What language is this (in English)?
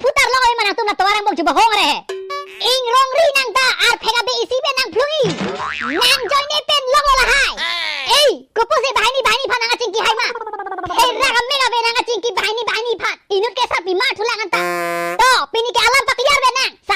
Karbi